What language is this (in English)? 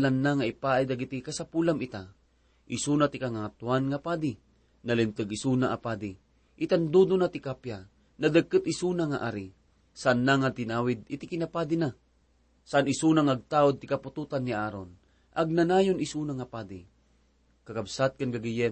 Iloko